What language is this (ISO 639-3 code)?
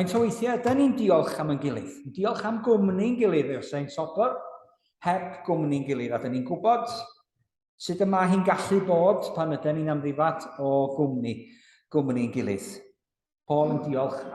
cym